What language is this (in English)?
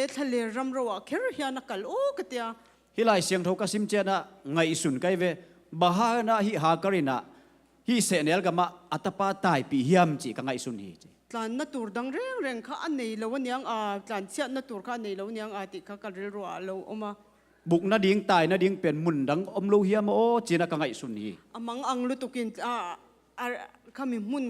Tedim Chin